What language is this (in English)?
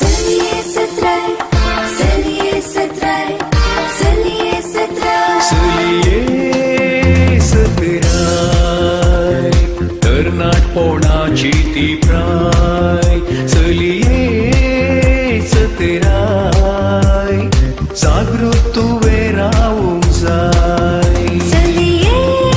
Konkani